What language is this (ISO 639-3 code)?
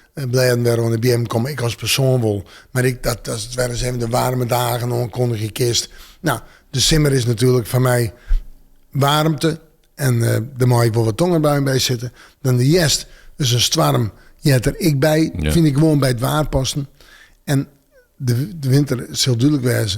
fry